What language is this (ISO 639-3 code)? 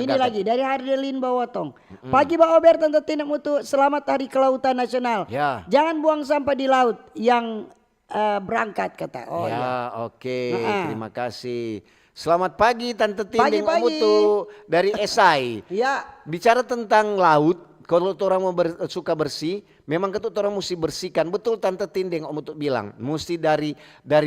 xmm